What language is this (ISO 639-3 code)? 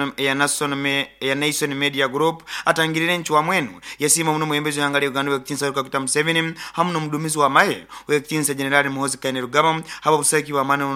nyo